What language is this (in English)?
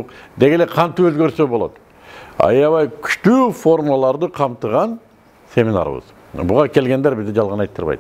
Kyrgyz